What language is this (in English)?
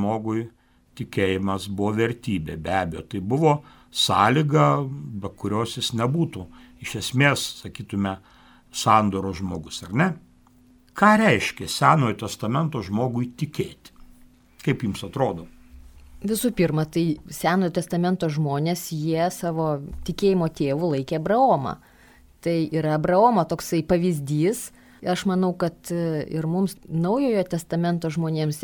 Lithuanian